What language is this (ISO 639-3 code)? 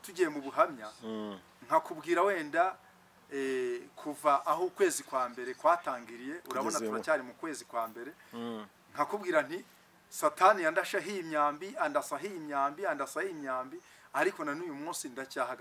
kin